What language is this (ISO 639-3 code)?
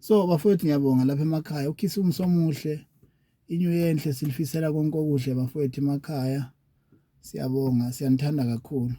zul